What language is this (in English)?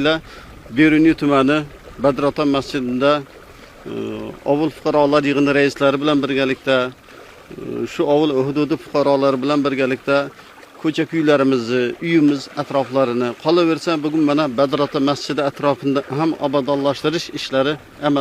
Uzbek